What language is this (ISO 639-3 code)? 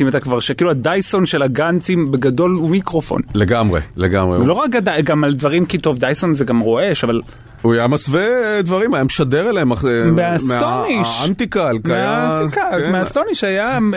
heb